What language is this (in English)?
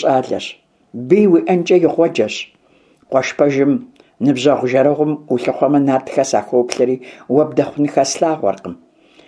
Kabardian